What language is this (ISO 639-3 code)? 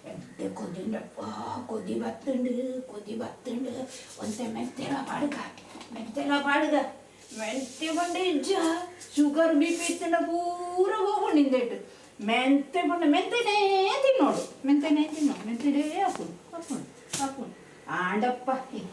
tcy